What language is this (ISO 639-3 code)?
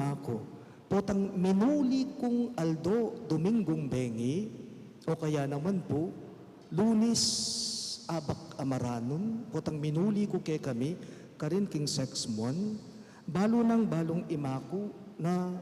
pam